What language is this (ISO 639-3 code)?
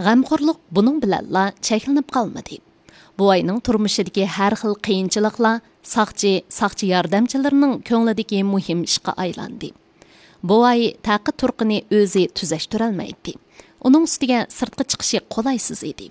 uig